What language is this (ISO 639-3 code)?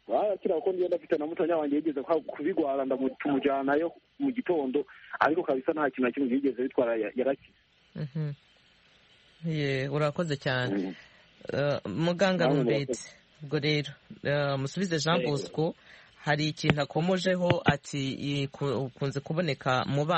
kin